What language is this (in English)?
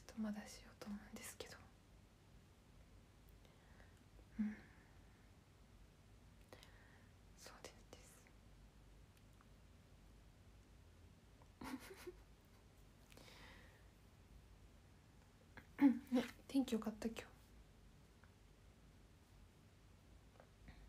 Japanese